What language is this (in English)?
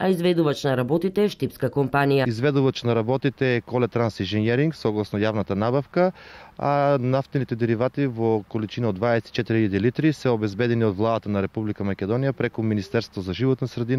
Macedonian